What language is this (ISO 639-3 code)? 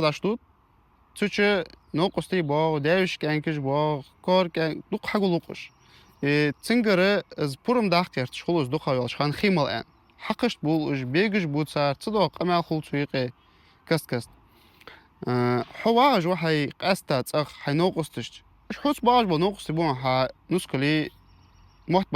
inh